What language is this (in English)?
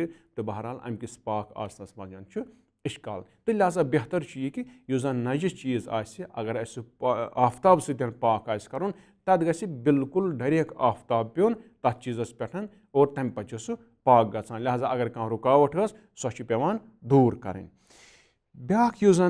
Kashmiri